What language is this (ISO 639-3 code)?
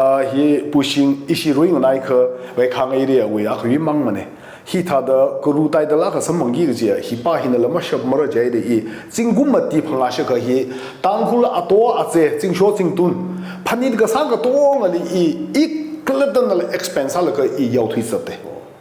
nmf